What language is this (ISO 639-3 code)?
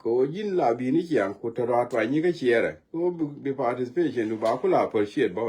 nus